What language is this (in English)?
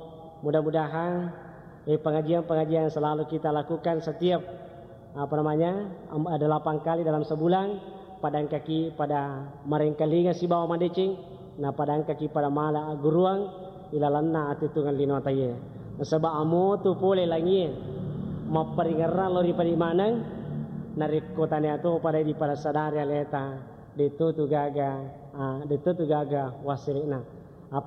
Buginese